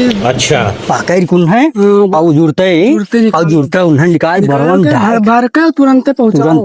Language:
Awadhi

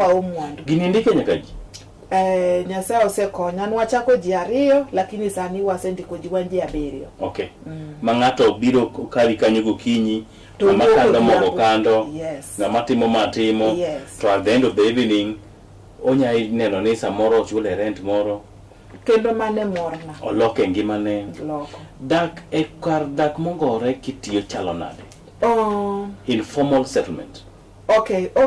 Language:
Luo (Kenya and Tanzania)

